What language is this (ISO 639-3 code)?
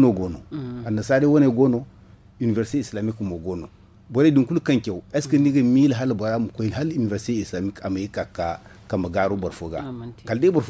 dje